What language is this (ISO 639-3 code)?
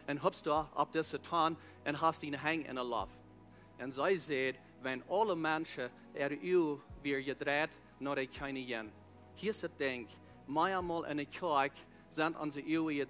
pdt